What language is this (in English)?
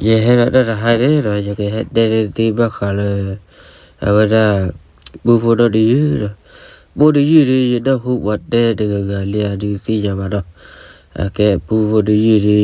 S'gaw Karen